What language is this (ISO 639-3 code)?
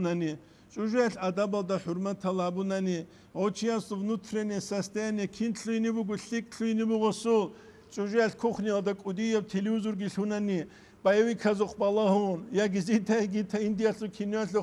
ava